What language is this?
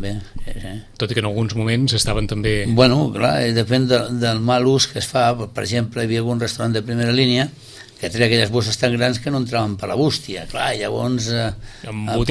Catalan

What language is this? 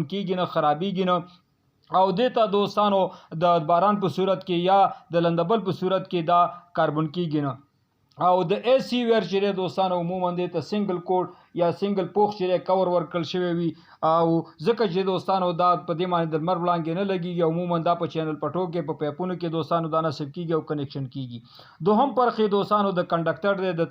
Pashto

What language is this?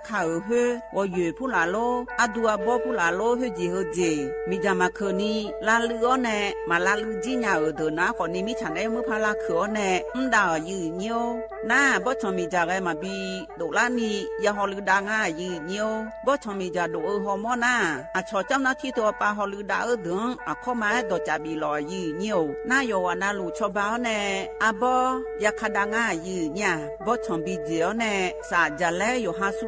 Akha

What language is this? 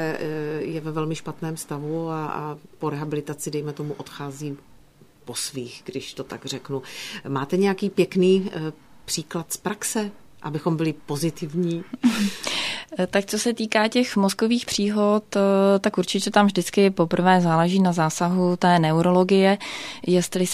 Czech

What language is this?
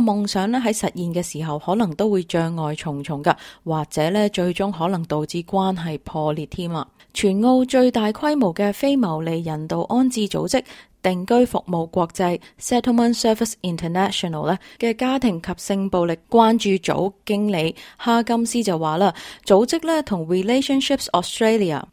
Cantonese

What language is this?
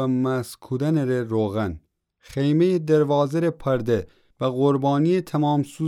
Gilaki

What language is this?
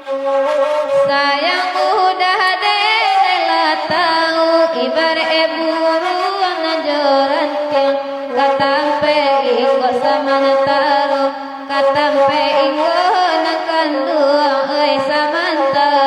Minangkabau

